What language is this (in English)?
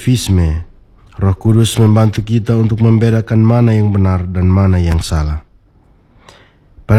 Indonesian